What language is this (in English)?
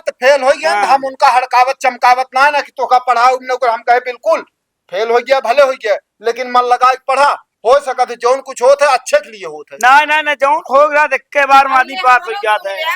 Awadhi